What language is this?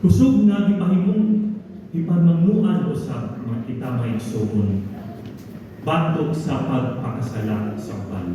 Cebuano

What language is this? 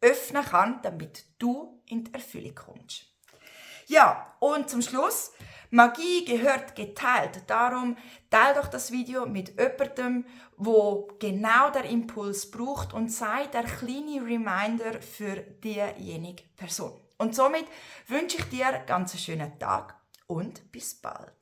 Swiss German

